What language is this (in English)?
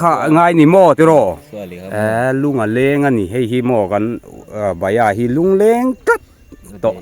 Mizo